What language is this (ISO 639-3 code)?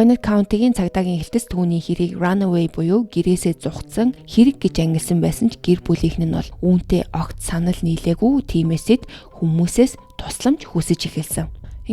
mon